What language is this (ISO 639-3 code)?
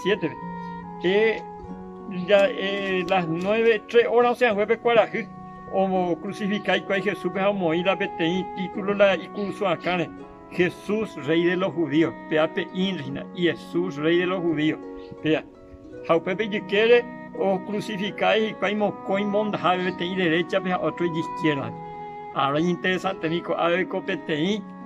grn